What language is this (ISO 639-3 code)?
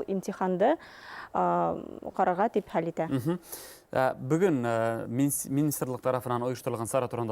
bak